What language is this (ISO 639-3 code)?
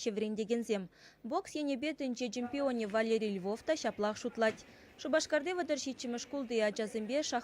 chv